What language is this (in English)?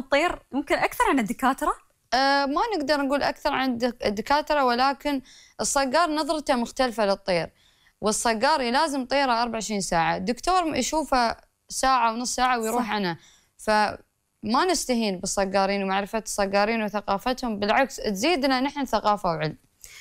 Gulf Arabic